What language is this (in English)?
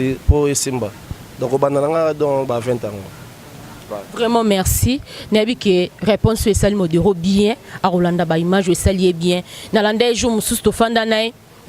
Lingala